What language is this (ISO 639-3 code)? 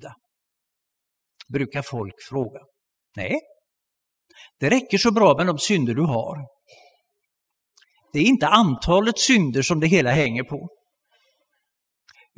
swe